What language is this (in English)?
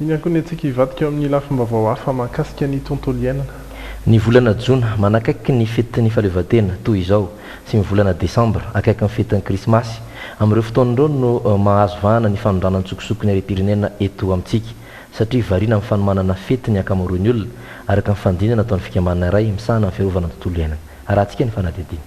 Malagasy